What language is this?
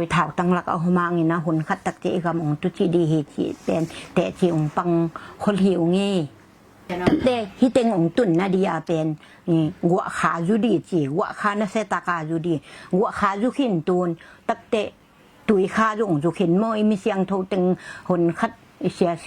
Tedim Chin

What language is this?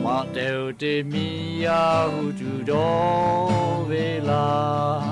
Lahu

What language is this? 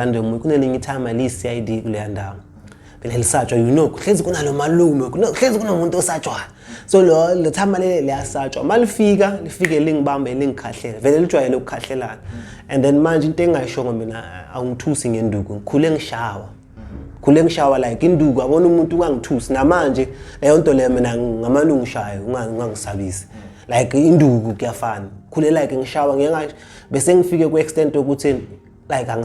Zulu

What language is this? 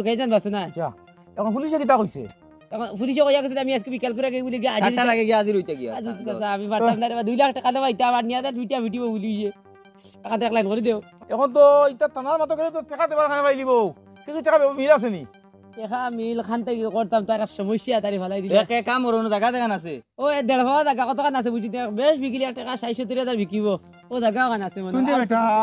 Sylheti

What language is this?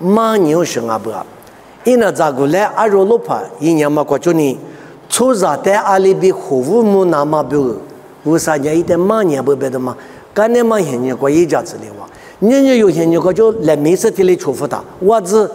Lisu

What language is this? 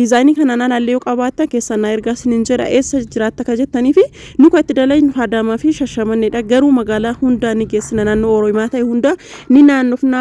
Oromo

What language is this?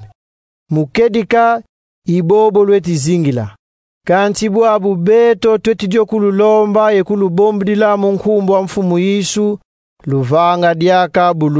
Kongo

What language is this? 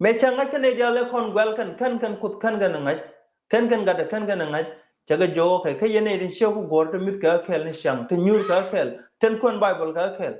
Nuer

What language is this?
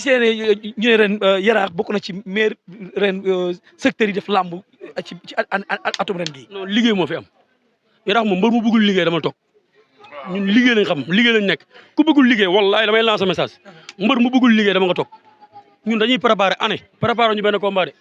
Wolof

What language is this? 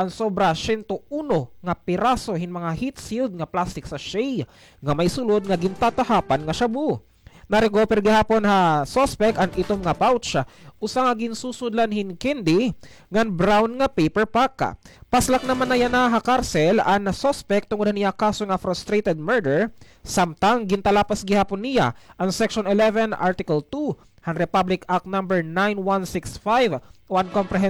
Waray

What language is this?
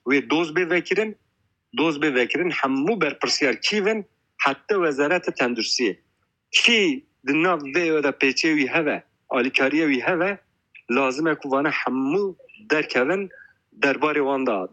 Kurdish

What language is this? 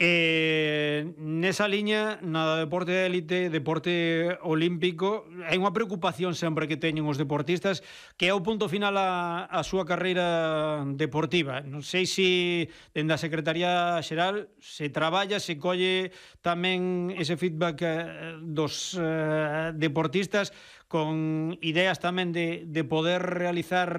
Galician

